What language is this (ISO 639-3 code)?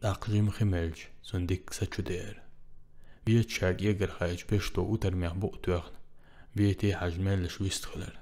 che